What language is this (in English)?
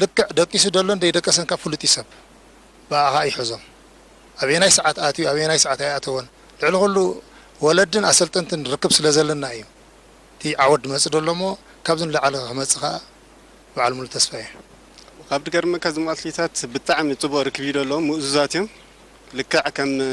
Tigrinya